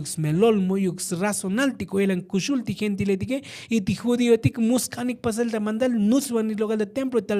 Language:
Tzotzil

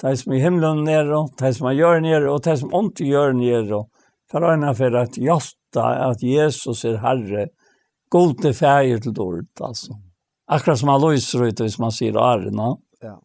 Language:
Faroese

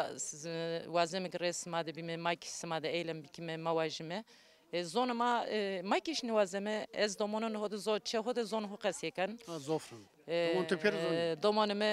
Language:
Zaza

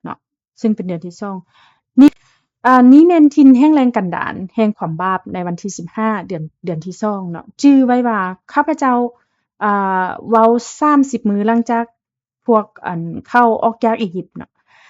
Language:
Lao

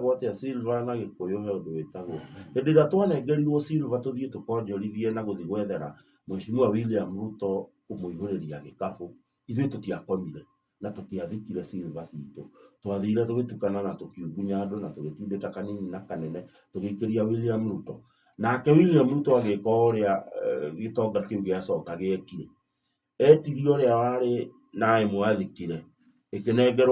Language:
Kikuyu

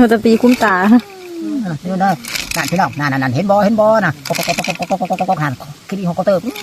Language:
Northeastern Thai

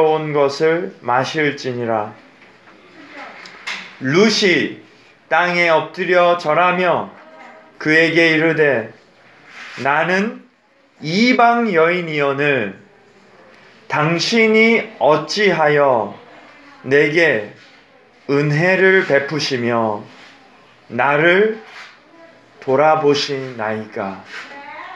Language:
Korean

